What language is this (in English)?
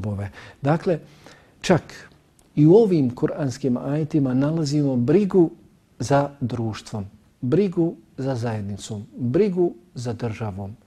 Bosnian